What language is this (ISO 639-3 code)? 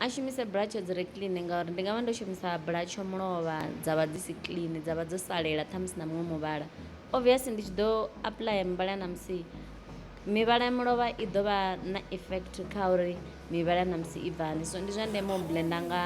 ven